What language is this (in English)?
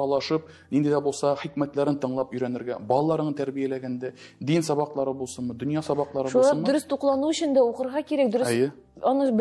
Tatar